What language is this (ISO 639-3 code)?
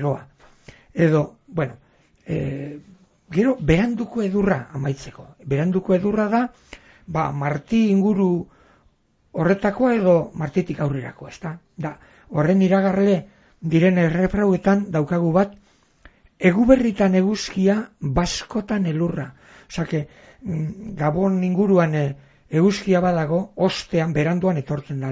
eus